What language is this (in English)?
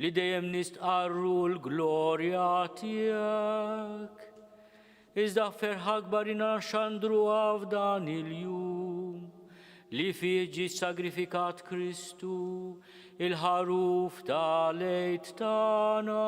Maltese